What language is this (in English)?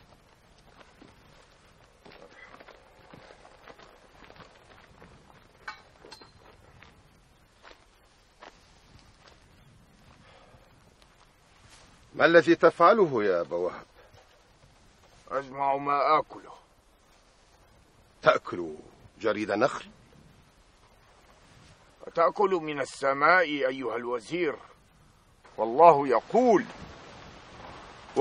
Arabic